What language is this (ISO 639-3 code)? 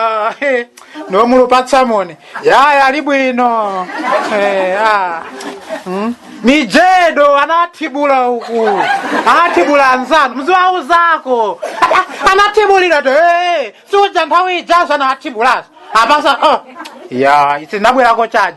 nya